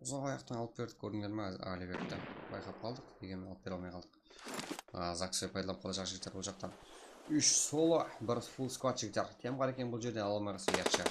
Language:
Kara-Kalpak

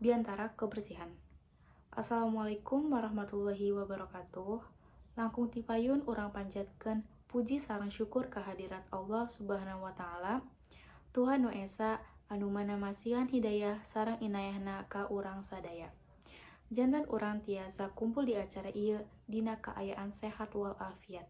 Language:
Sundanese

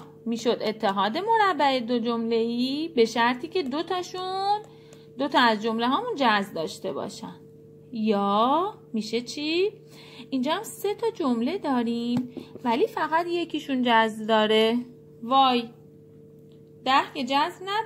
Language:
Persian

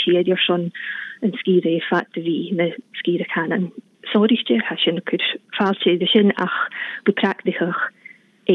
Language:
Scottish Gaelic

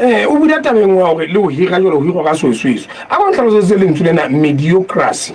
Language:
Southern Sotho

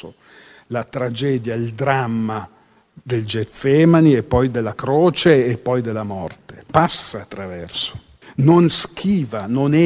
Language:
Italian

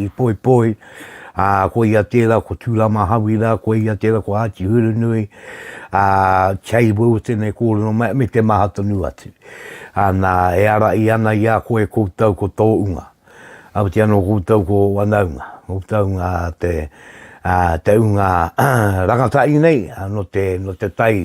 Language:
Māori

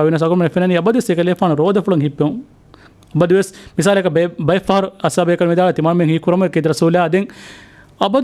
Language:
Divehi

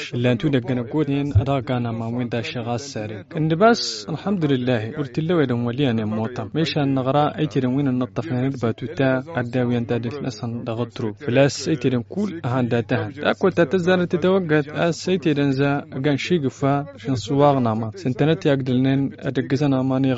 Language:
Tamasheq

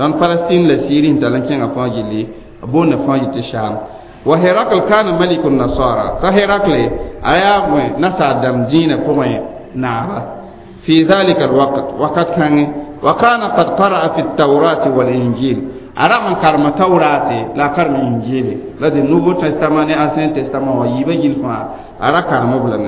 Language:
Mossi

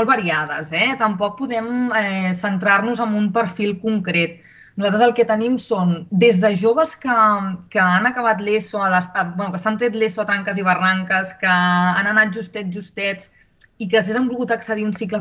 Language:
Catalan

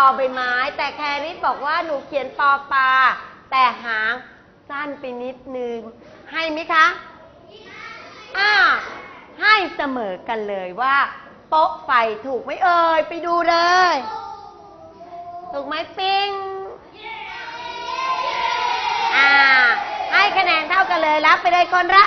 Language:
Thai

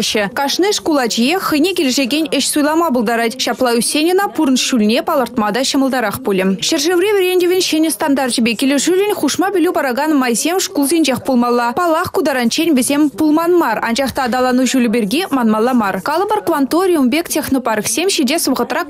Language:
Chuvash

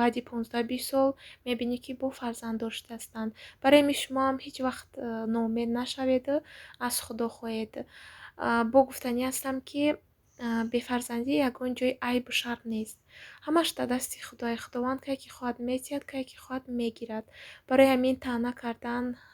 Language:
Tajik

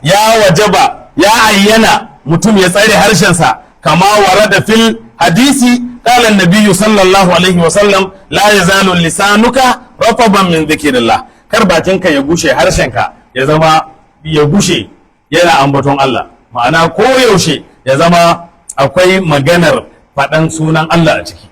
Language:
Hausa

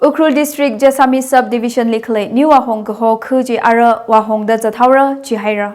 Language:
Tangkhul Naga (India)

